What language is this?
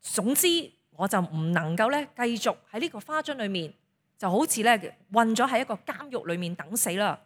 Cantonese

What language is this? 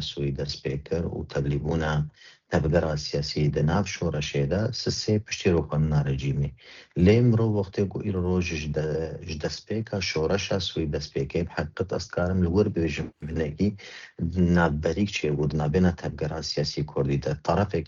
Kurdish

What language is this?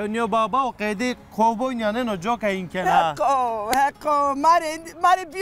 Zaza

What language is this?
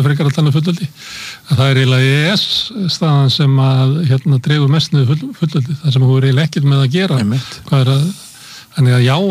Icelandic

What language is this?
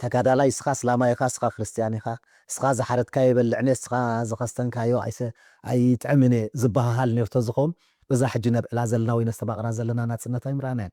Tigrinya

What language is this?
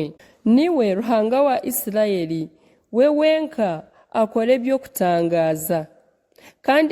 Nyankole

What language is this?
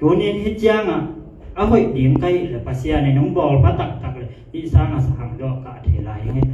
Tedim Chin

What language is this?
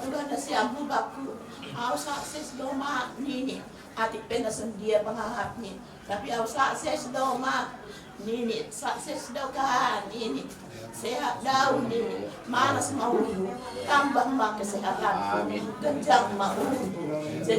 Batak Simalungun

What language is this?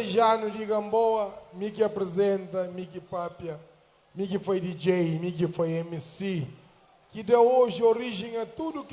Kabuverdianu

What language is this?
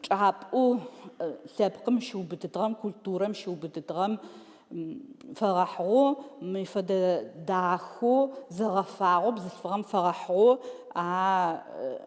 Adyghe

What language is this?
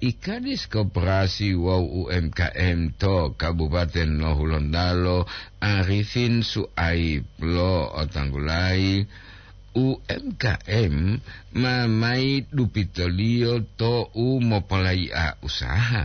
Gorontalo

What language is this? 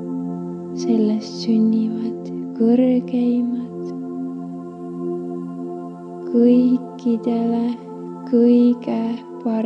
Estonian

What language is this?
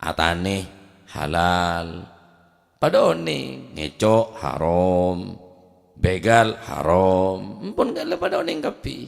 Madurese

